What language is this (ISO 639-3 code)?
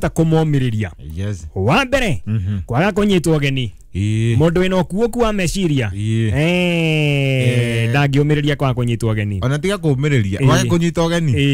kik